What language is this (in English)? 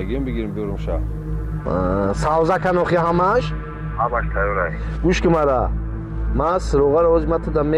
Tajik